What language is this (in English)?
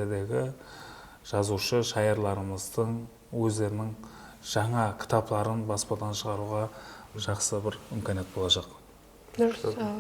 Kara-Kalpak